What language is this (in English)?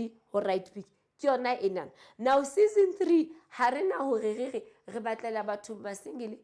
Southern Sotho